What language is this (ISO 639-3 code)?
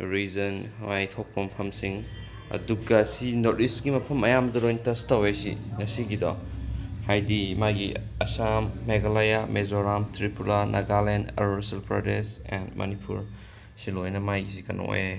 mni